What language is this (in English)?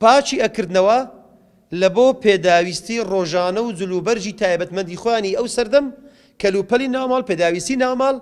Central Kurdish